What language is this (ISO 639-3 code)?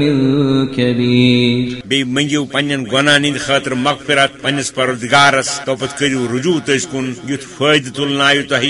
kas